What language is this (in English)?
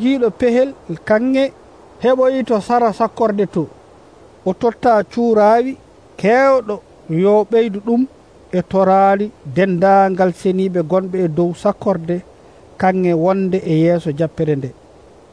Nigerian Fulfulde